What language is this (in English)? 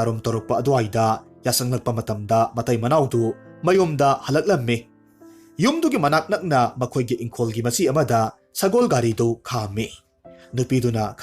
Manipuri